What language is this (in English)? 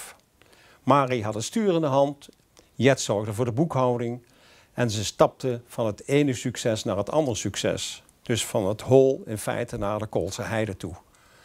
Dutch